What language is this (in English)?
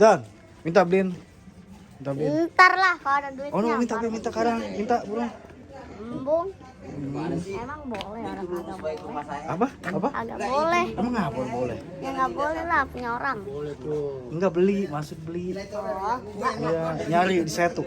Betawi